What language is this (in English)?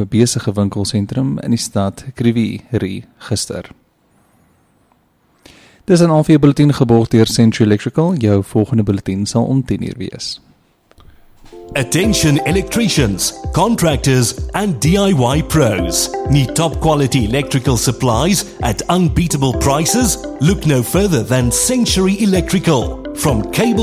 Afrikaans